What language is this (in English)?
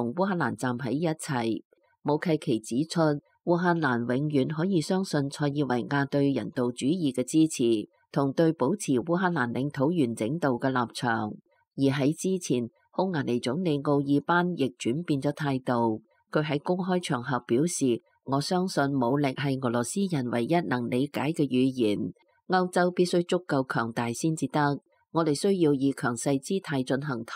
Cantonese